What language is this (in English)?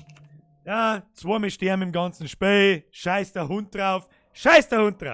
Bavarian